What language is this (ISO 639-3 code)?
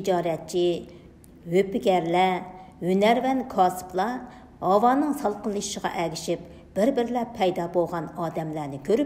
uig